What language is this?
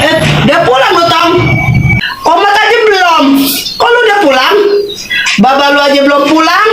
Betawi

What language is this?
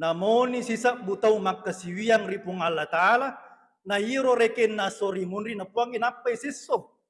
Buginese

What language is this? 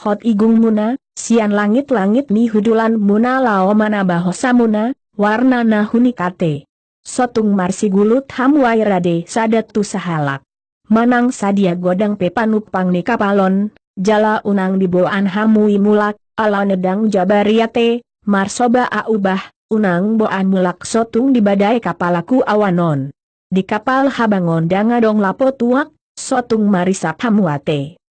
Batak Toba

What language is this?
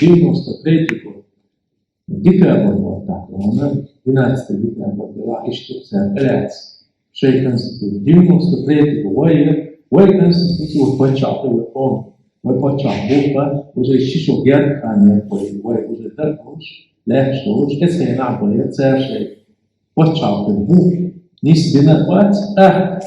Chechen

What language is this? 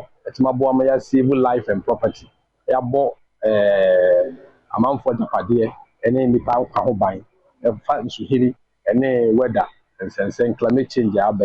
Akan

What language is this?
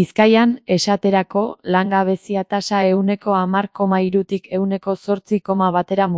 Basque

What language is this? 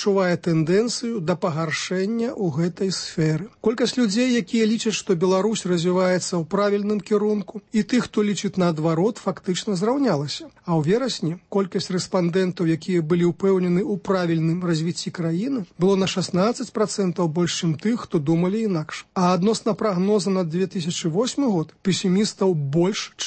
Belarusian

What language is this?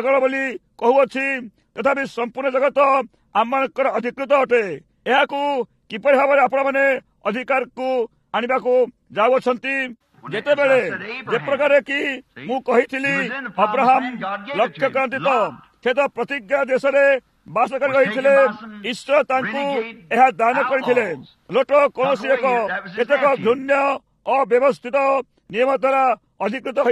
Odia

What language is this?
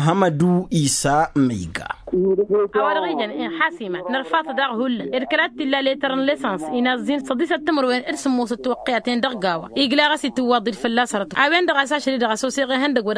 Tamasheq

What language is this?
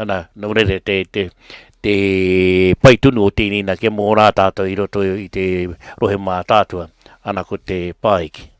Māori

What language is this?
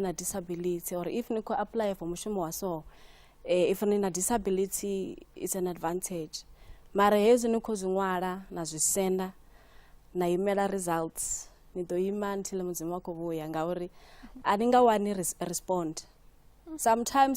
Venda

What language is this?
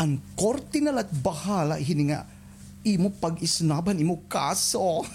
Waray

